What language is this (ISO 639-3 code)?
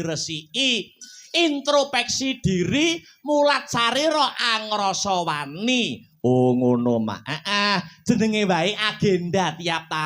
jav